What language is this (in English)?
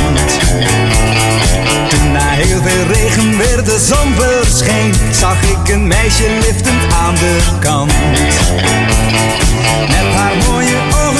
Dutch